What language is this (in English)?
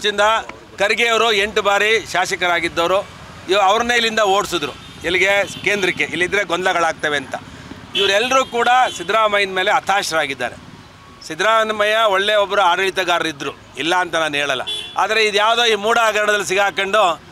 Kannada